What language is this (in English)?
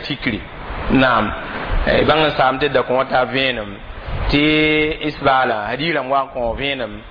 Mossi